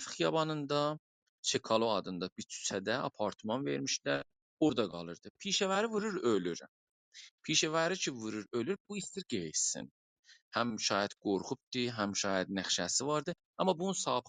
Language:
South Azerbaijani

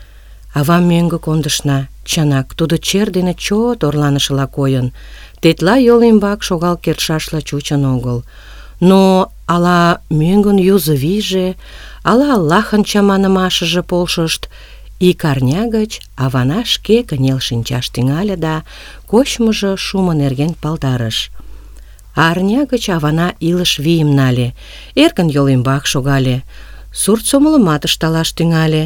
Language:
Mari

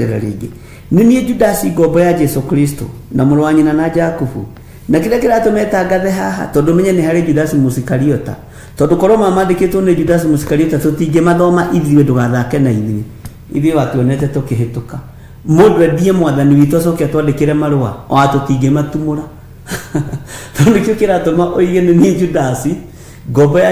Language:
Kikuyu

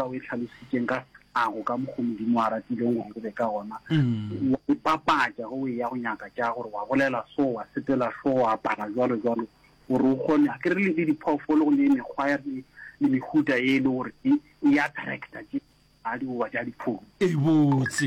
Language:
Northern Sotho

